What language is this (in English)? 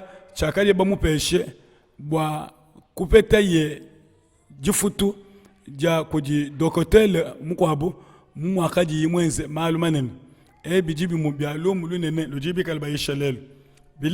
Luba-Lulua